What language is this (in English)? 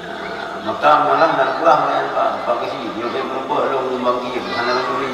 Achinese